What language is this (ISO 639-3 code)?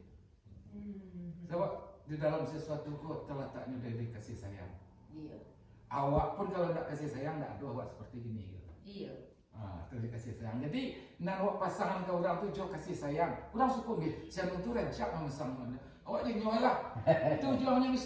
min